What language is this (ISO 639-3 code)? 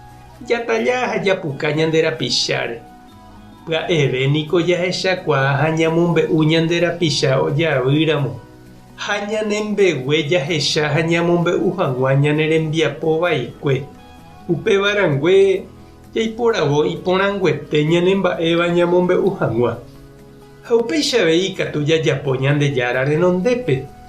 grn